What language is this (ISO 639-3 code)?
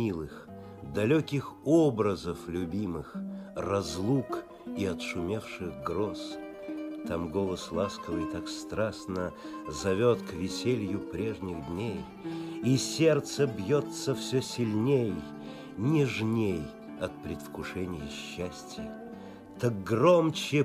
rus